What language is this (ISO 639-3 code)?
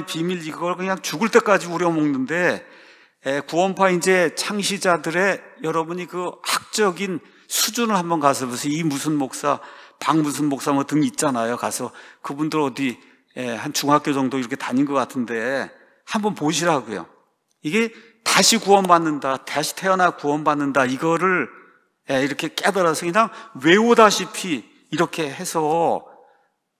kor